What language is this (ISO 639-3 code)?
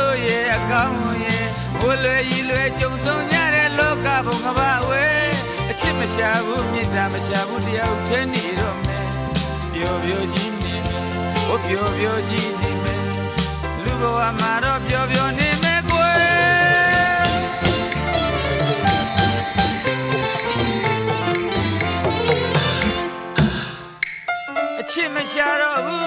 mya